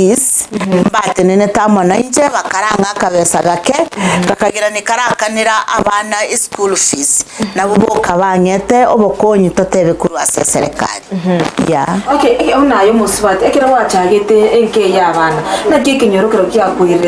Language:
Gusii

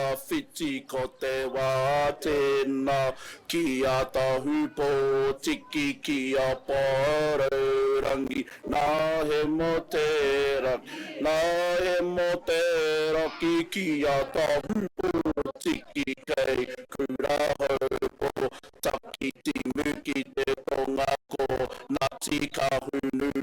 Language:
Māori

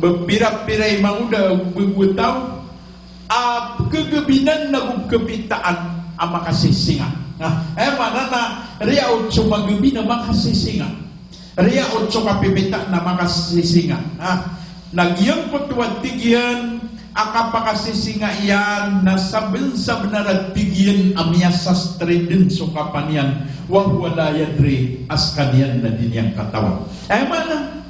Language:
Maranao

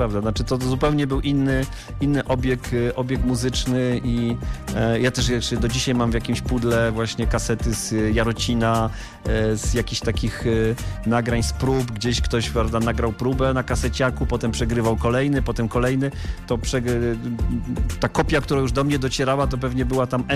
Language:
Polish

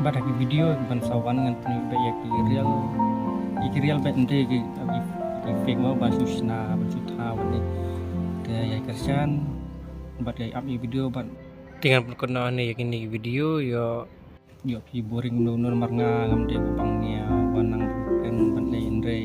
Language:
Khasi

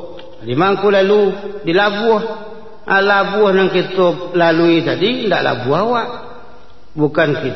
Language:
Minangkabau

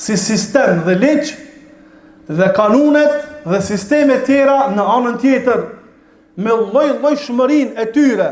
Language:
Albanian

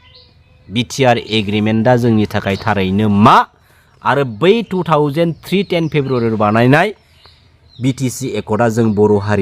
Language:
Bodo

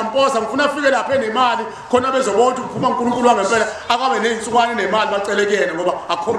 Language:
Zulu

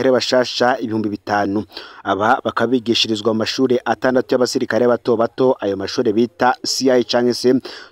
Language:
Rundi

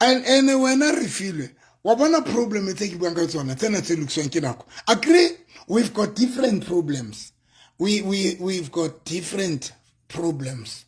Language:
Southern Sotho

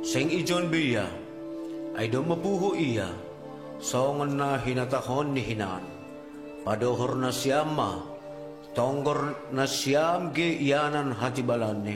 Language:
Batak Simalungun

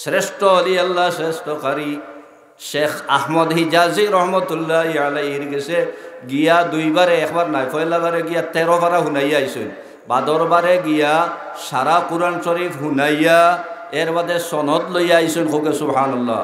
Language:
Sylheti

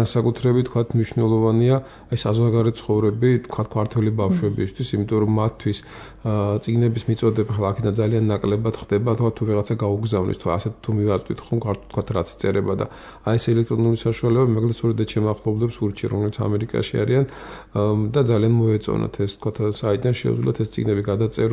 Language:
Georgian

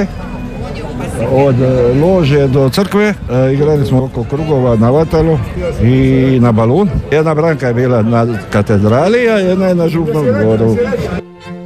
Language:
Croatian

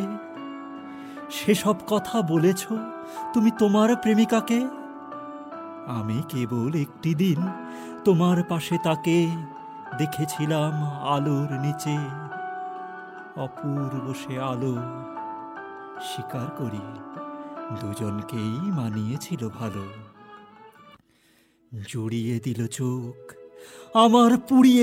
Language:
Bangla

